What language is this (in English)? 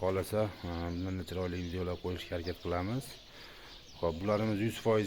Uzbek